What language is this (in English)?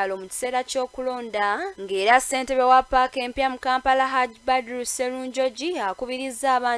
Ganda